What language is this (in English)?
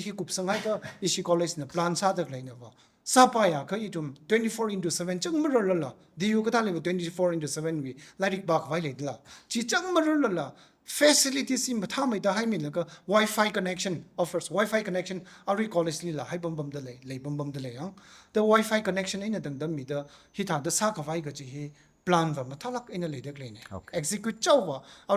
Tangkhul Naga (India)